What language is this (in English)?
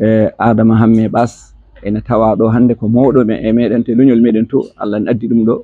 Fula